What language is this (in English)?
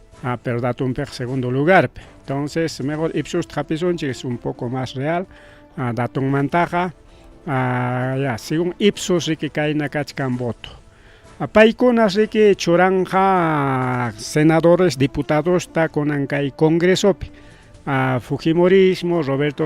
Ayacucho Quechua